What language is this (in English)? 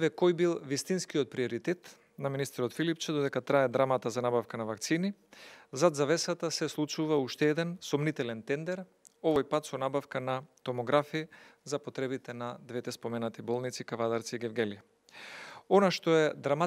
Macedonian